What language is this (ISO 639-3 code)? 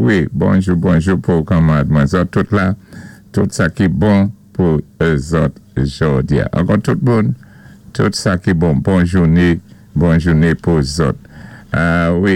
acf